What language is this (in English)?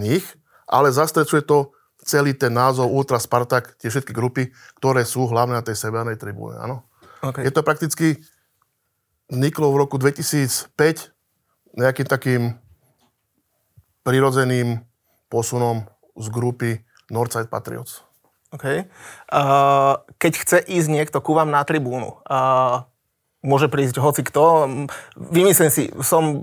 Slovak